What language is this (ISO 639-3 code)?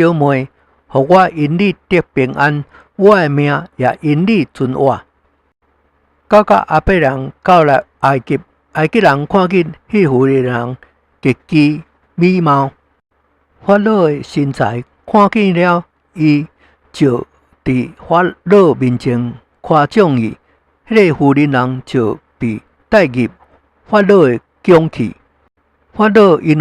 nan